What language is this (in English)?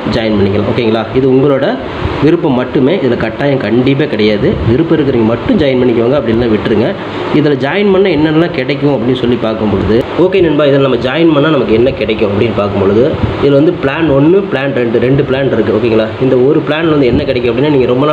Tamil